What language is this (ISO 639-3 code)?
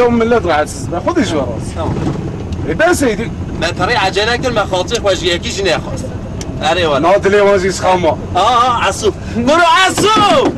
kur